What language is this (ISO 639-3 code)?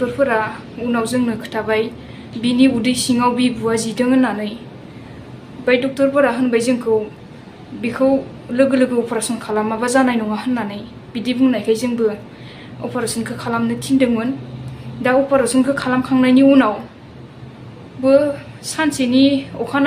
brx